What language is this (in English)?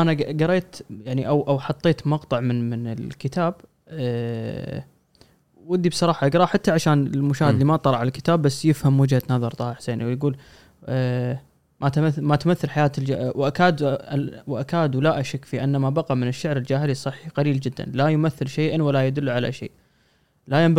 Gulf Arabic